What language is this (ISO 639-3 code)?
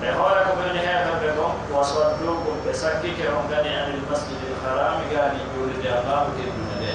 ful